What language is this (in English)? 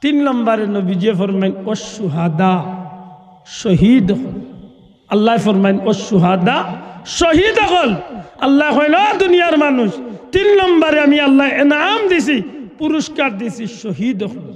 Sylheti